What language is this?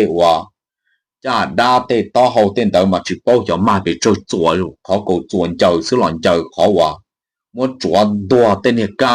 Hmong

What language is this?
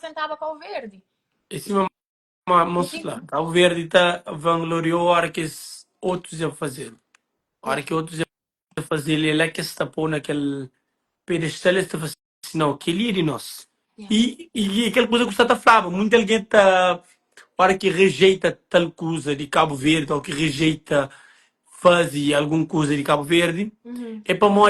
Kabuverdianu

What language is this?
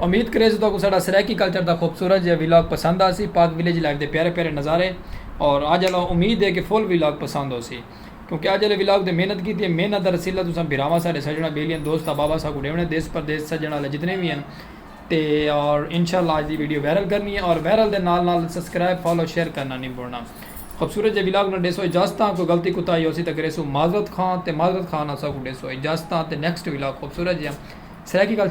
Saraiki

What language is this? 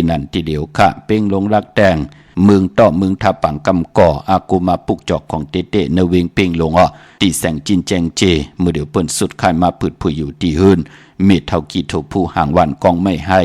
Shan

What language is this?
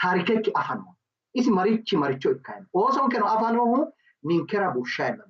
Sidamo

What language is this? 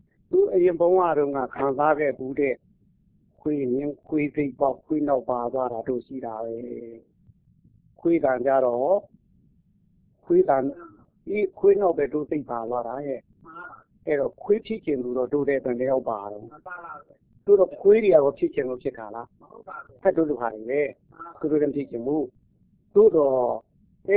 Burmese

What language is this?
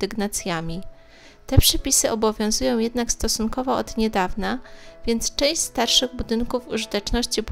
Polish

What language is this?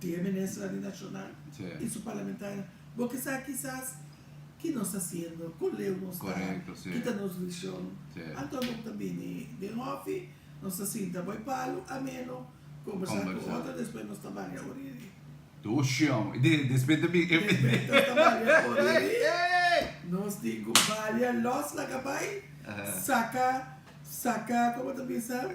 Papiamento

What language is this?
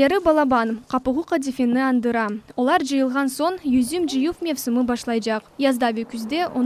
Crimean Tatar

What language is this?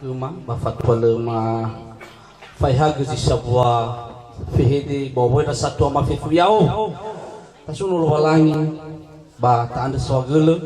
Nias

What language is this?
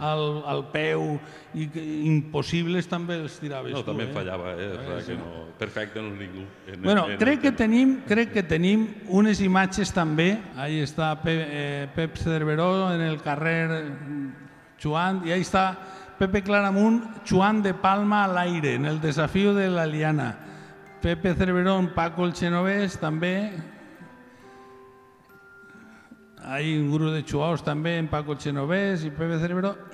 Catalan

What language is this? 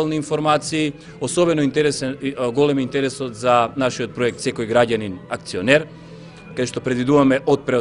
Macedonian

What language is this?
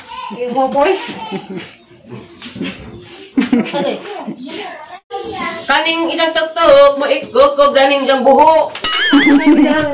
Cebuano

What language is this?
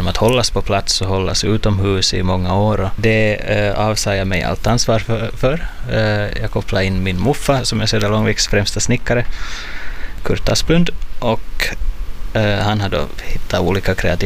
Swedish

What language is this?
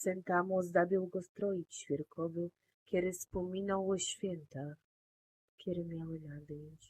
Silesian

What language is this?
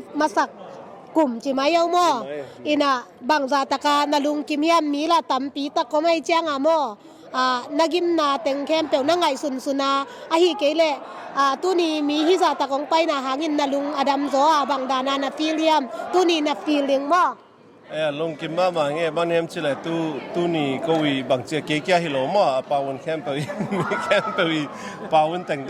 Tedim Chin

